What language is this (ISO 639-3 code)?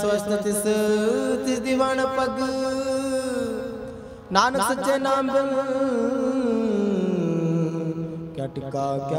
pan